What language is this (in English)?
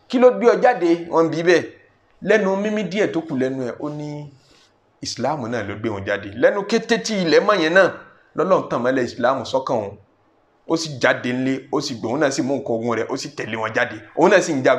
Yoruba